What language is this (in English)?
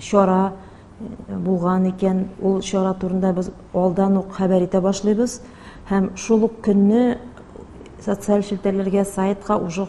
Tatar